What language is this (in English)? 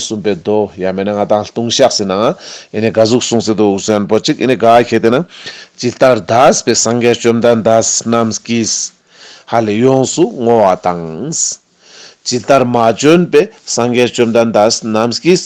Ladakhi